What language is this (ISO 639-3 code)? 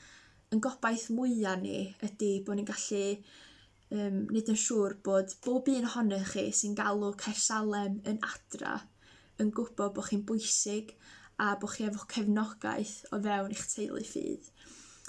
cym